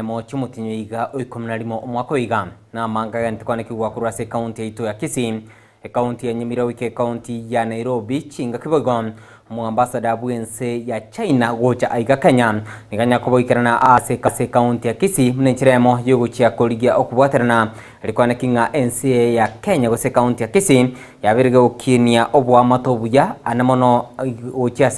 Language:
Gusii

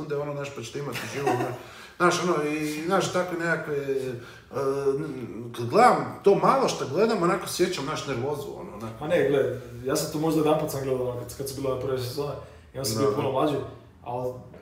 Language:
Croatian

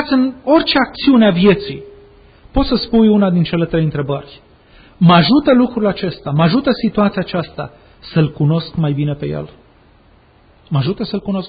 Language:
Romanian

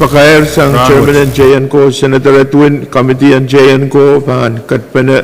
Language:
Pohnpeian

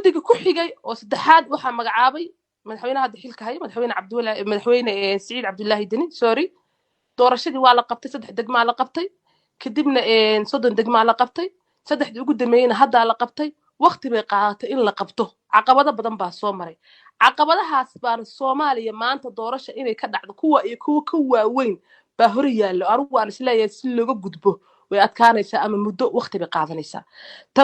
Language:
Somali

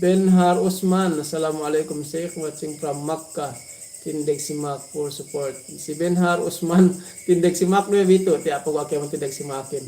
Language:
Yakan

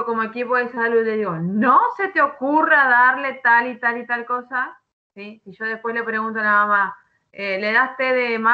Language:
Spanish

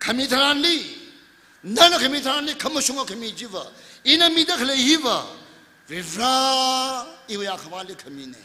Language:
Tangkhul Naga (India)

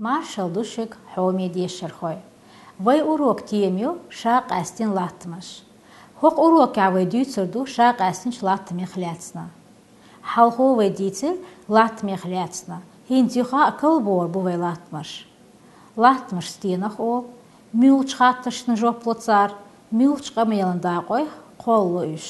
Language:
Chechen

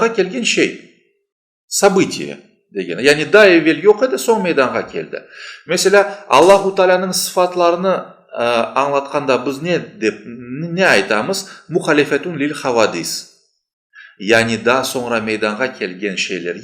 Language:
Crimean Tatar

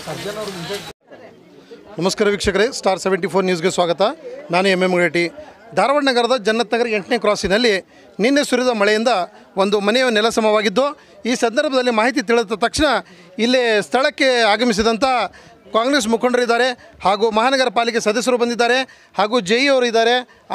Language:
Kannada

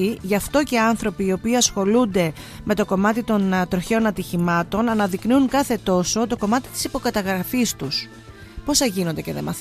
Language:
Greek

